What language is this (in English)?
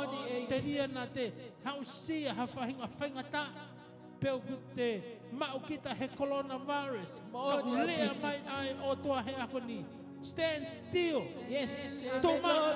Tongan